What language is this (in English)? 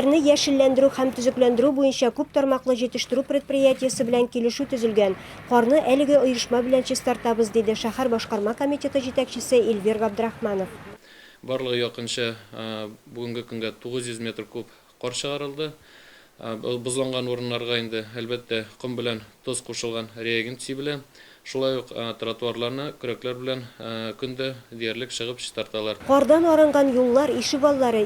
Tatar